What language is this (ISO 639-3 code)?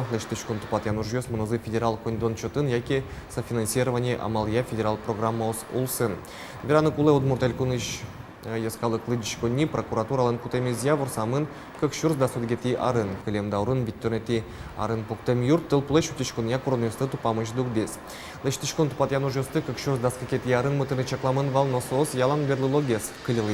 udm